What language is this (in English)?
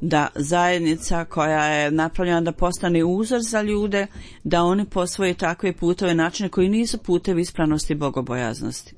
Bosnian